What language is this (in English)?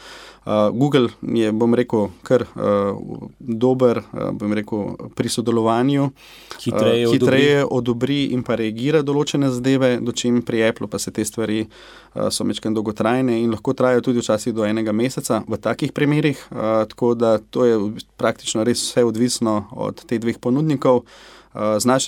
Slovenian